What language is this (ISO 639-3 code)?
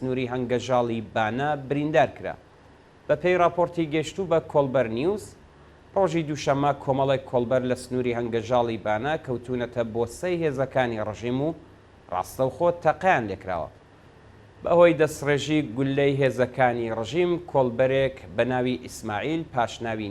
ckb